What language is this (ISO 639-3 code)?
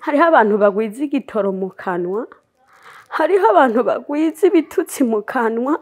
run